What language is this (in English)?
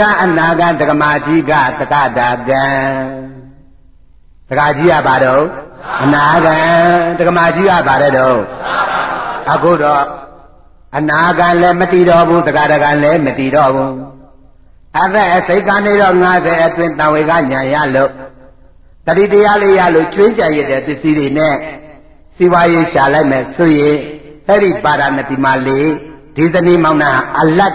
Burmese